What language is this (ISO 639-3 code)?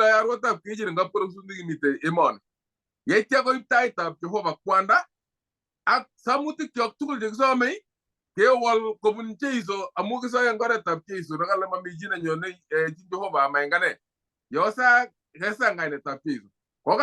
kln